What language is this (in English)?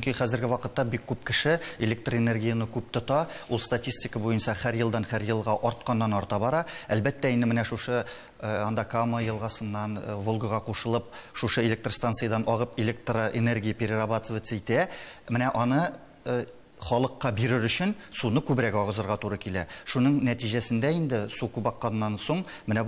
Tatar